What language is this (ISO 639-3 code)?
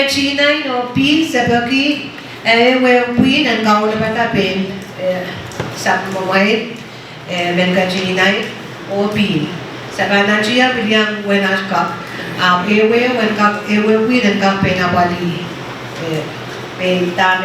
pon